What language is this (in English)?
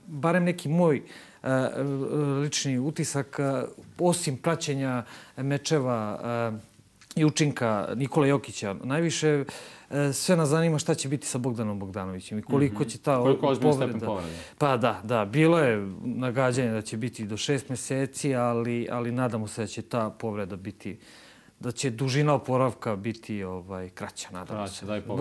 Serbian